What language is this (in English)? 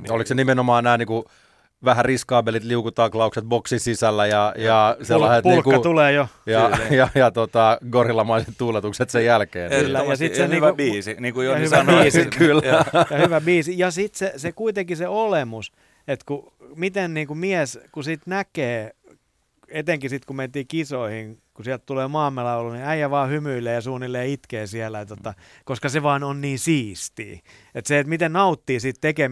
Finnish